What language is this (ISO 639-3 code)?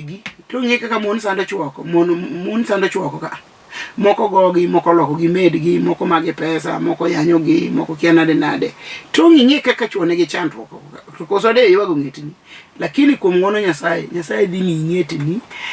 luo